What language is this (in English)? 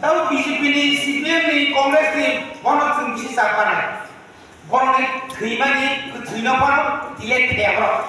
Kok Borok